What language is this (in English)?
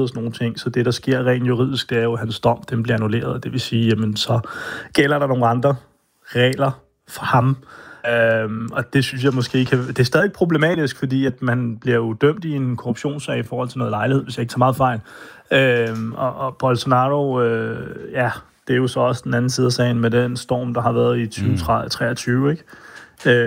Danish